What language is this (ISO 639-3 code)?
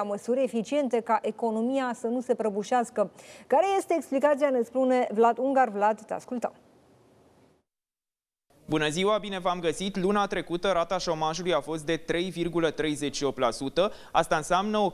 ron